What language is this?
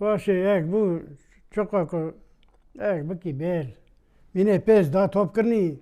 Kurdish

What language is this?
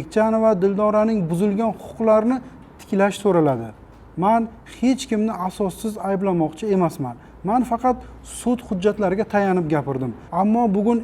Uzbek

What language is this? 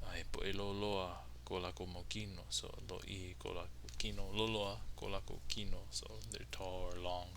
Hawaiian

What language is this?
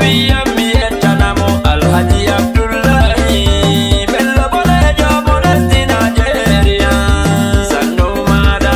Nigerian Fulfulde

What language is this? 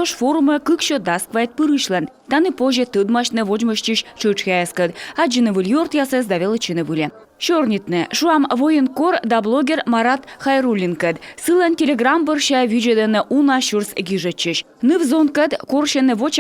Komi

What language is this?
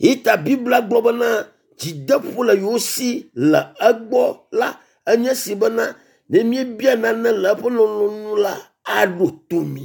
Ewe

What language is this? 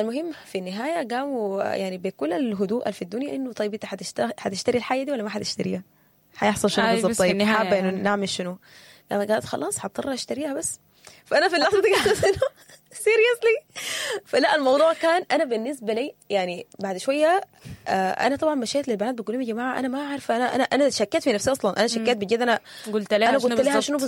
Sudanese Arabic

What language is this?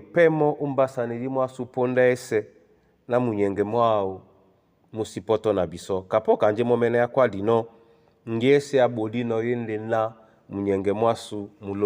Duala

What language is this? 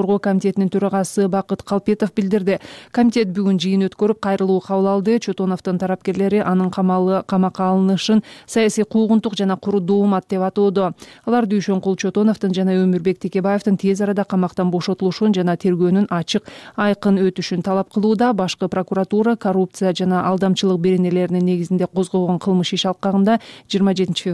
Kyrgyz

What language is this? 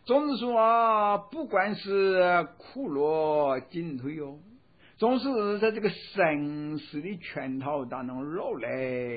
Chinese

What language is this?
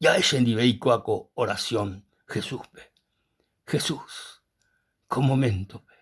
Guarani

